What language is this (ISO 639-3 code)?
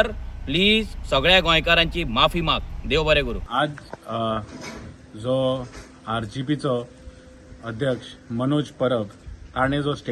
kok